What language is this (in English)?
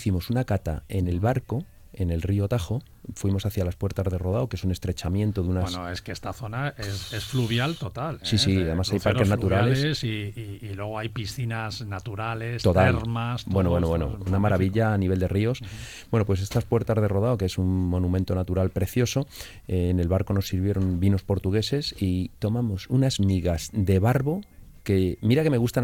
Spanish